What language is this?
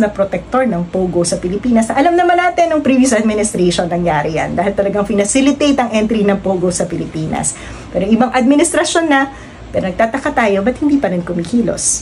Filipino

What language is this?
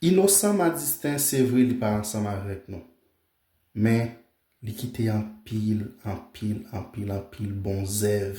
Haitian Creole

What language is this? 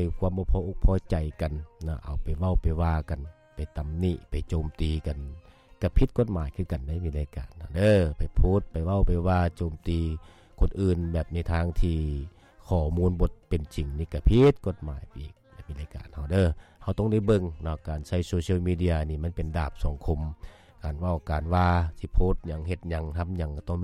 Lao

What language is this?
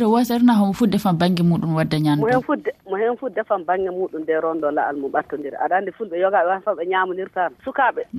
Fula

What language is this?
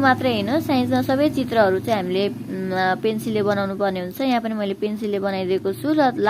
Nepali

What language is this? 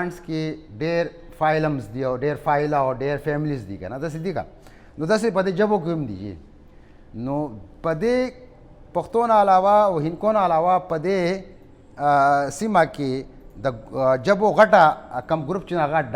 Pashto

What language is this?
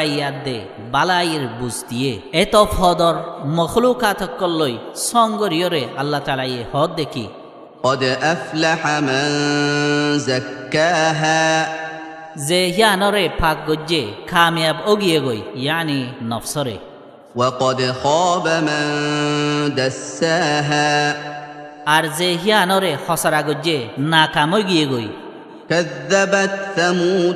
Rohingya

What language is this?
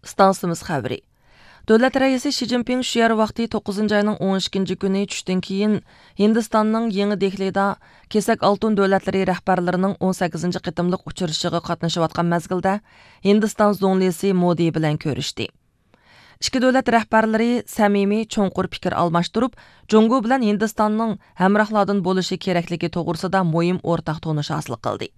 Uyghur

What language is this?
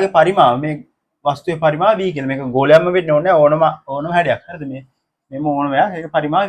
Sinhala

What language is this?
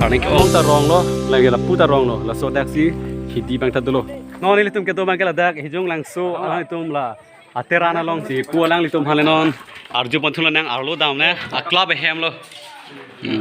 Karbi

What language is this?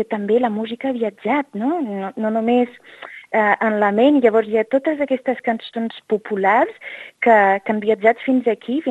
Catalan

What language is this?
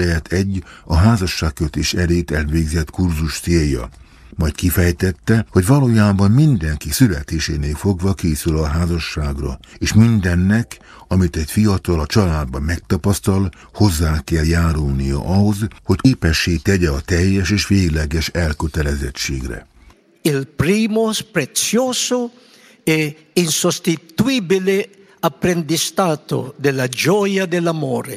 Hungarian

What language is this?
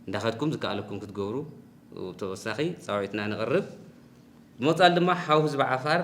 Tigrinya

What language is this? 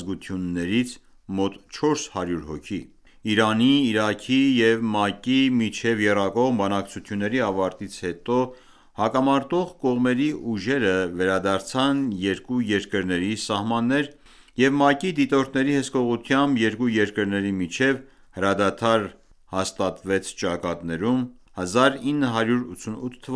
Armenian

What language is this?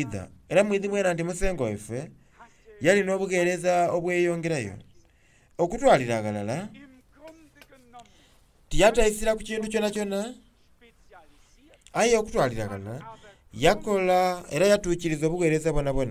Soga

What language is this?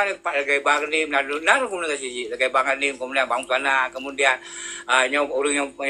Achinese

